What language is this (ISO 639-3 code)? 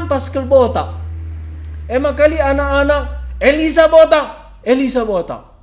btx